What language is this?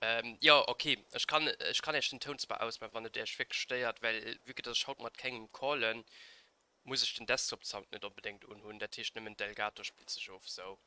Luxembourgish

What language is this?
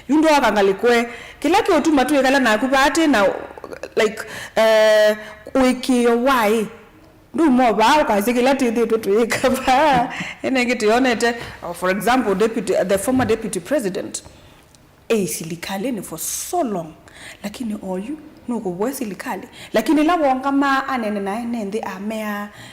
Kamba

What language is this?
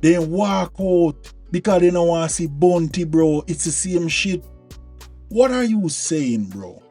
Jamaican Creole English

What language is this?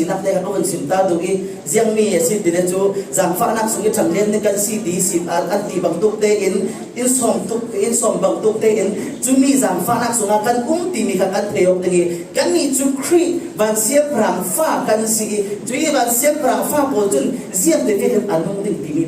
Falam Chin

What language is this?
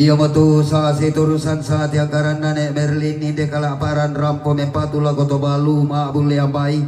Toraja-Sa'dan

